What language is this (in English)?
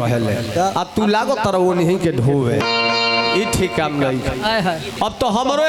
Bhojpuri